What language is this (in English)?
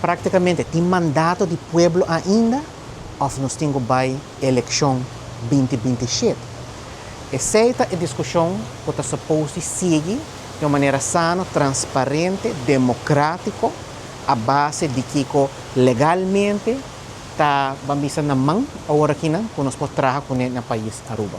Papiamento